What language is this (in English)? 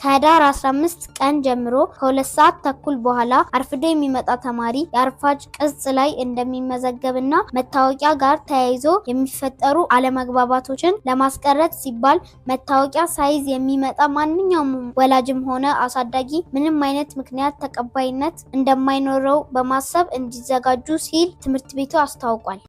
Amharic